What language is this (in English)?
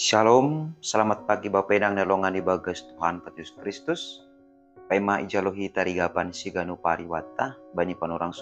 Batak Simalungun